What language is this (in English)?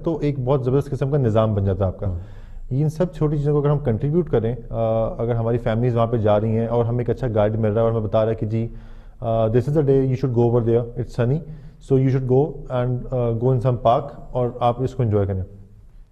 Urdu